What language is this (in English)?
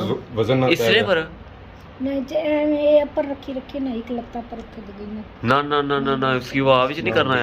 Pahari-Potwari